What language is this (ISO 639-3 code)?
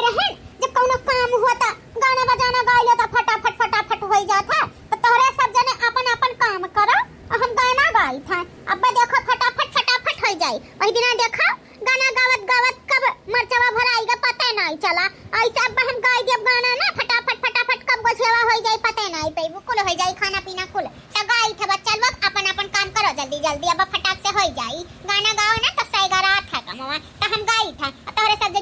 awa